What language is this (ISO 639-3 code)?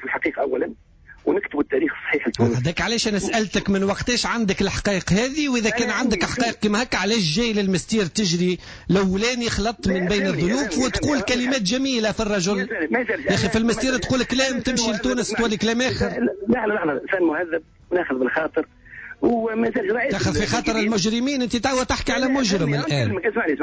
aeb